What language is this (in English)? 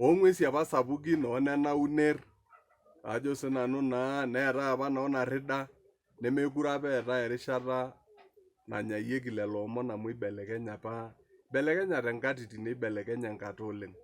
Masai